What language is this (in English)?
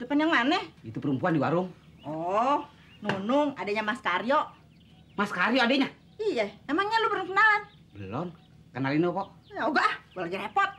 Betawi